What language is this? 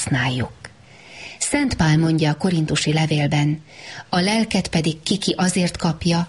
Hungarian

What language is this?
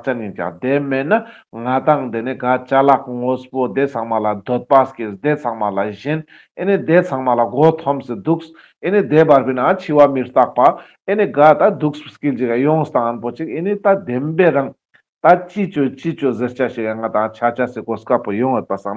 Ladakhi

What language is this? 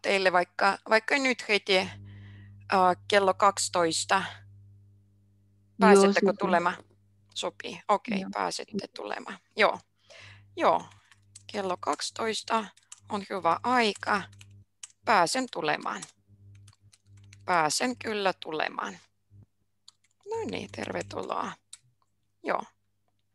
Finnish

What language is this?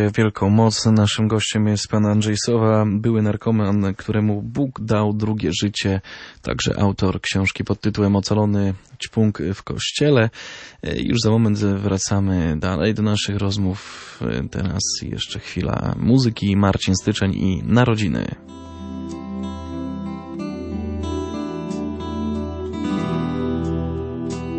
Polish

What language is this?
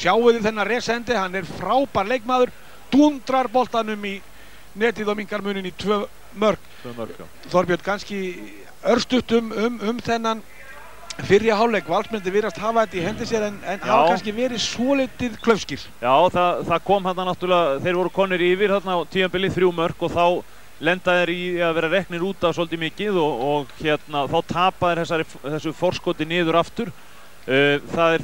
Icelandic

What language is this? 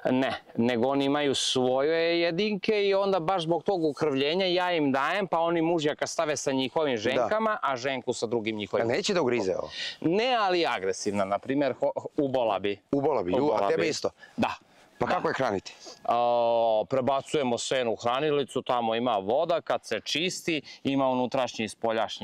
Serbian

